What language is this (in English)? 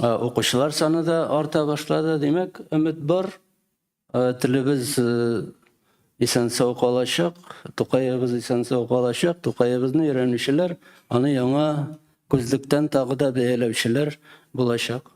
Tatar